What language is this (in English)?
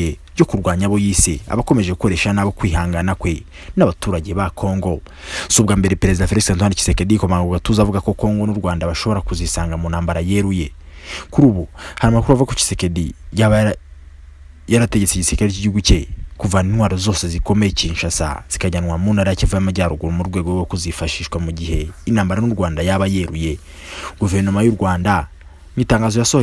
Kinyarwanda